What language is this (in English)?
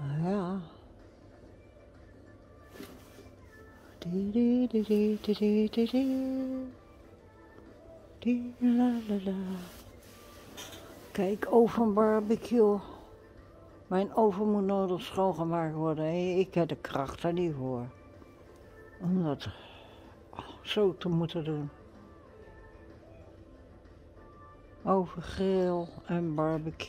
Dutch